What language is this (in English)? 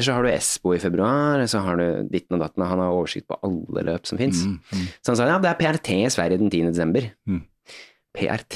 Norwegian